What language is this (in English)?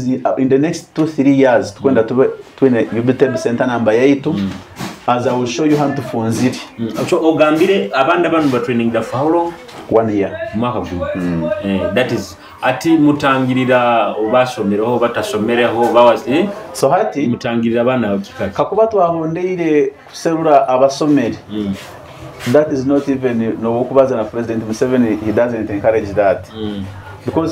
Nyoro